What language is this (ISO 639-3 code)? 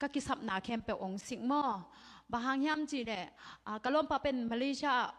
ctd